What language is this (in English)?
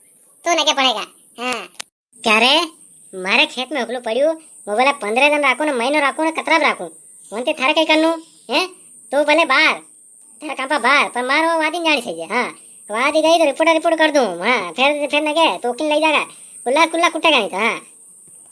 Rajasthani